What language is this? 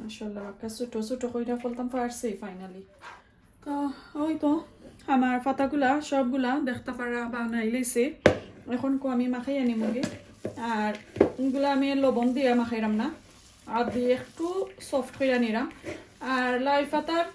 Sylheti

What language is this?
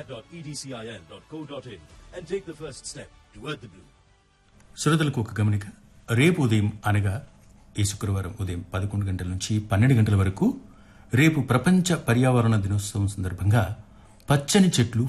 Telugu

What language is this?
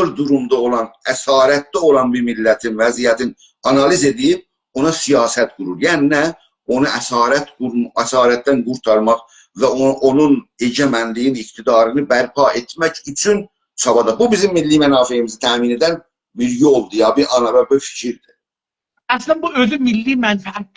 South Azerbaijani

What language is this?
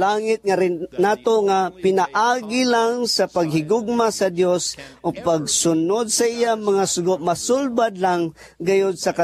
Cebuano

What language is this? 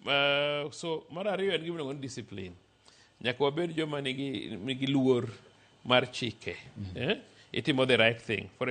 Luo (Kenya and Tanzania)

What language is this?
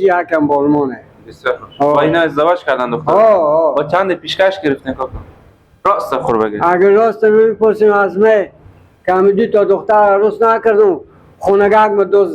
Persian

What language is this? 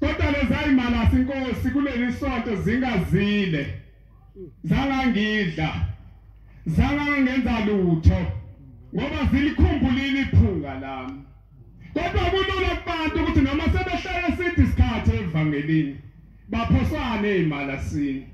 Zulu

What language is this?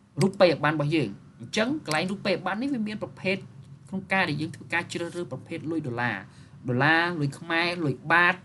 Khmer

